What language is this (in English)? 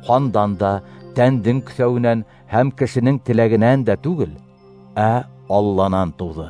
Bashkir